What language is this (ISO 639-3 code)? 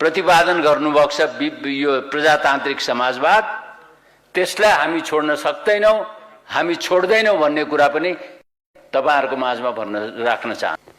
nep